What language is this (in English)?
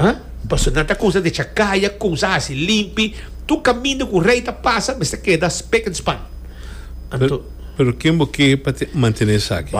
Papiamento